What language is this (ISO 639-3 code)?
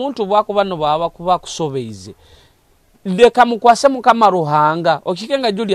nyo